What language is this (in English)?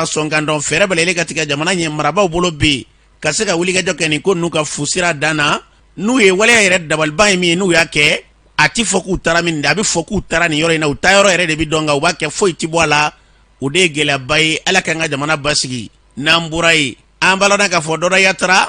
Bambara